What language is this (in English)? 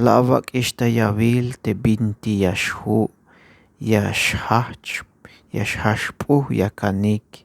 Tzeltal